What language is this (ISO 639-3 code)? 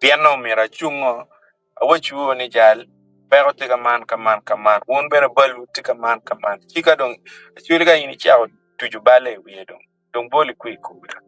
ach